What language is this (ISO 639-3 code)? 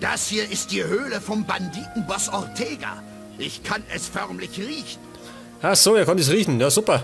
bar